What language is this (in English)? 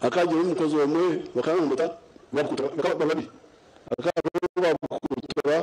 Nyankole